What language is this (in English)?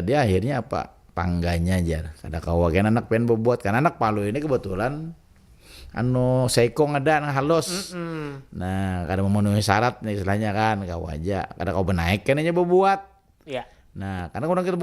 Banjar